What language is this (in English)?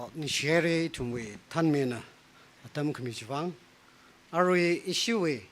Tangkhul Naga (India)